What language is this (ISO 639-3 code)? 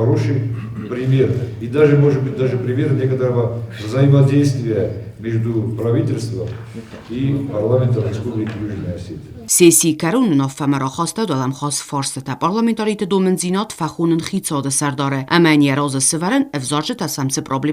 oss